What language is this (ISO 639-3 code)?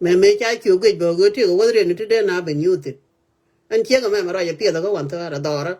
nus